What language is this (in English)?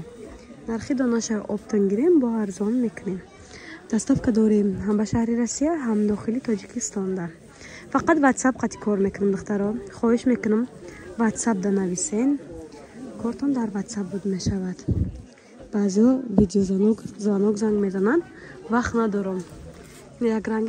Tajik